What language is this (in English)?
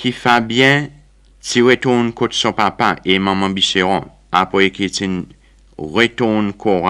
Seselwa Creole French